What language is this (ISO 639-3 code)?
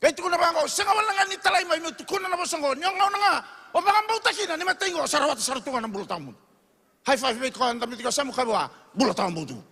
fij